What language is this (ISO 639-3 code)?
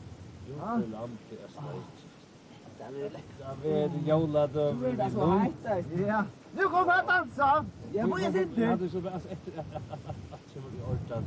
fao